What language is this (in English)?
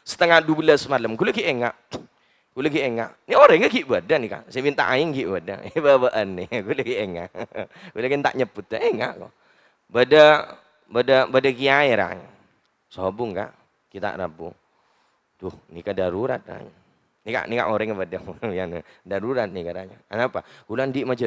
Madurese